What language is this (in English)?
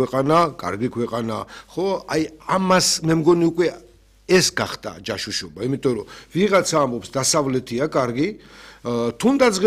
Georgian